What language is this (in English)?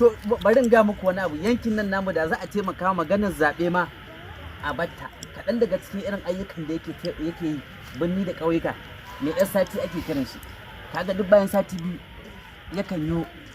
Hausa